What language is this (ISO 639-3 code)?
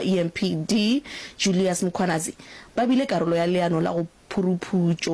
nso